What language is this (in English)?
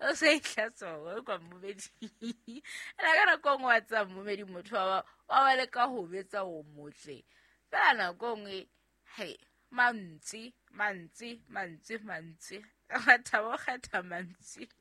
Southern Sotho